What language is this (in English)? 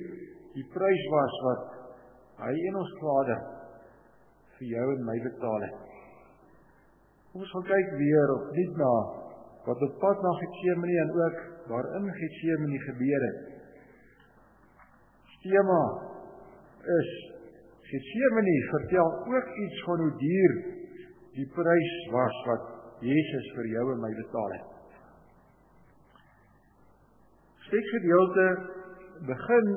Afrikaans